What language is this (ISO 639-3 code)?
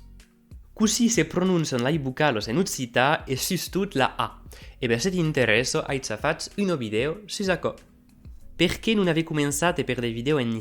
oci